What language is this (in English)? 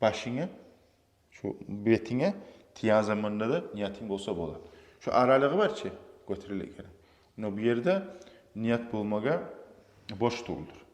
Kumyk